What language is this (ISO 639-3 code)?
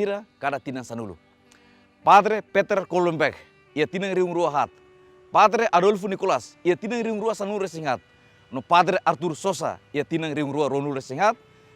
tet